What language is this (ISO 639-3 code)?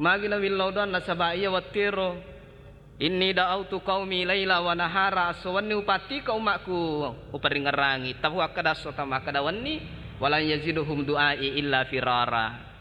bug